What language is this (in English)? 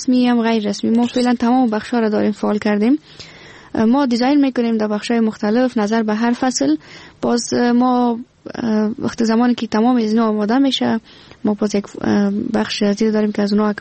Persian